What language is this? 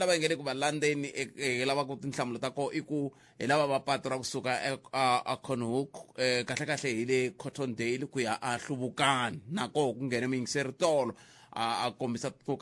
Tsonga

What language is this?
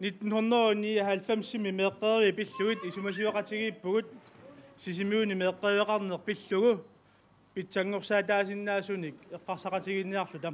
Kalaallisut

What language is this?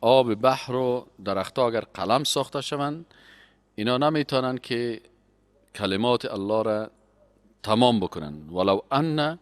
Persian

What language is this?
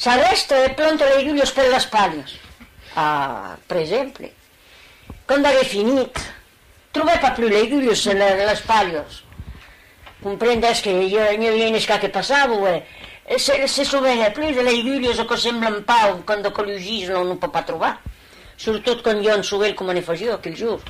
Occitan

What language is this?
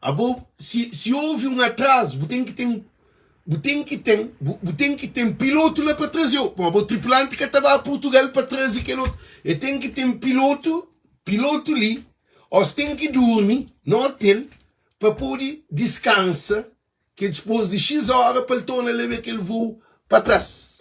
Kabuverdianu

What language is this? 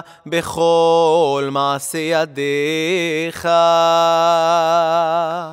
Hebrew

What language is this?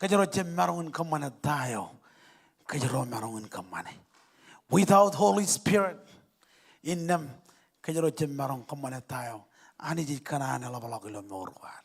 Marshallese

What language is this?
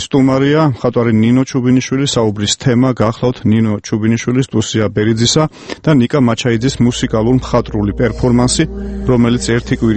Georgian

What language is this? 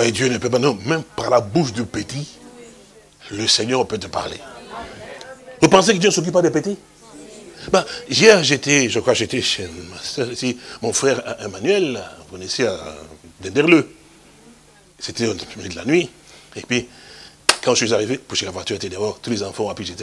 French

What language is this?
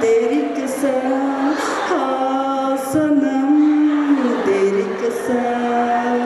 Tangkhul Naga (India)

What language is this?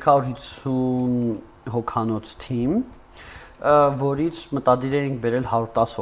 Armenian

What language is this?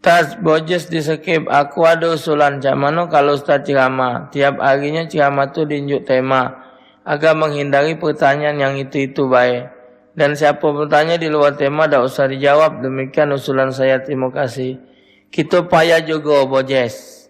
Musi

